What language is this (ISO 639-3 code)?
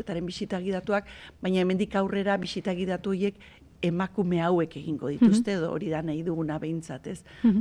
eus